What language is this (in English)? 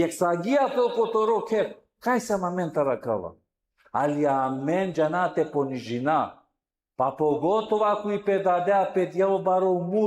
Balkan Romani